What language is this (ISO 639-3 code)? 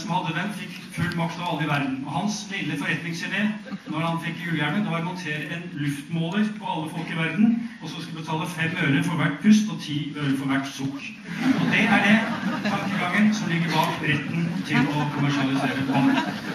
nor